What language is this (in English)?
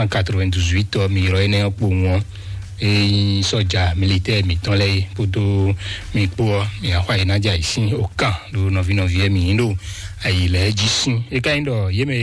Fon